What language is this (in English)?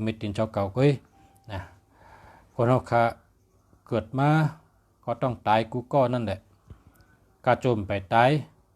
Shan